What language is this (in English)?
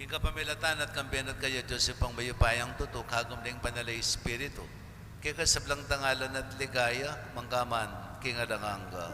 Pampanga